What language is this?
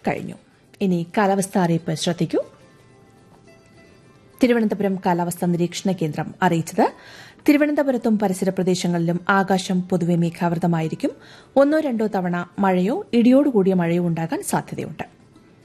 Malayalam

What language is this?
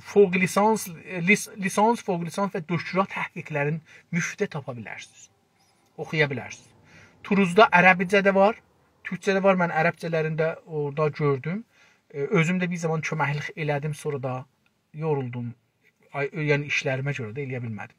South Azerbaijani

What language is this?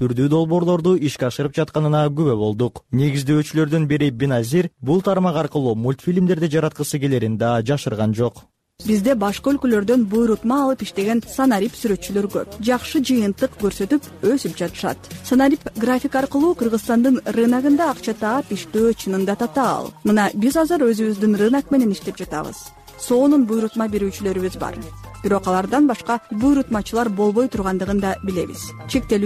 Kyrgyz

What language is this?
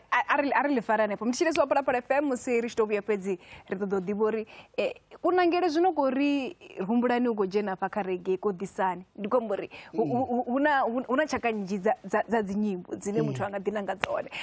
Venda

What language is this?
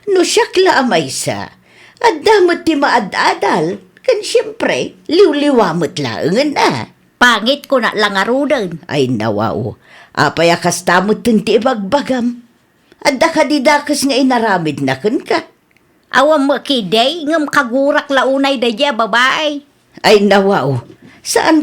Iloko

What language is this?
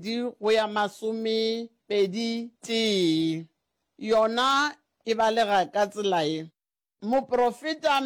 Northern Sotho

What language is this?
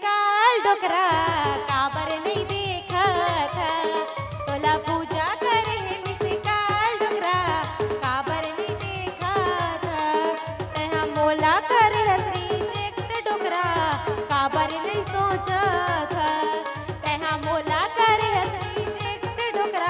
Chhattisgarhi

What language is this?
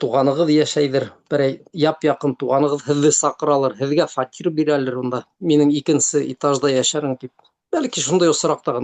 Bashkir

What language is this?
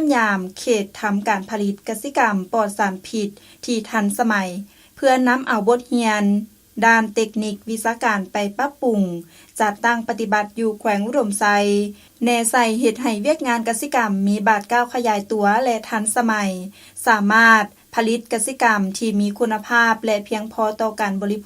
Lao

